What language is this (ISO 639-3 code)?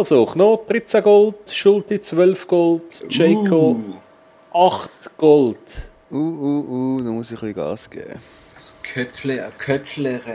gsw